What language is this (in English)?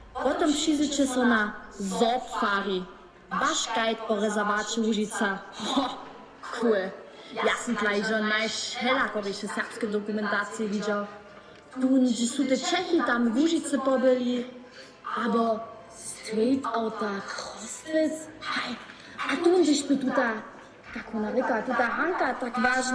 Upper Sorbian